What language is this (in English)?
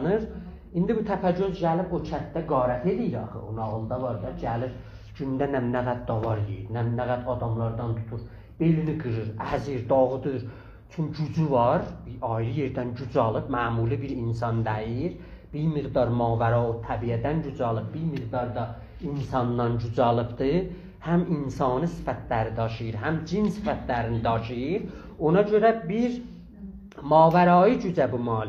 South Azerbaijani